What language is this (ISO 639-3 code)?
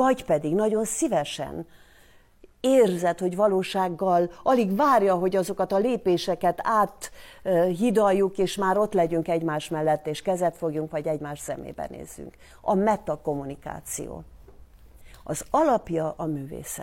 hun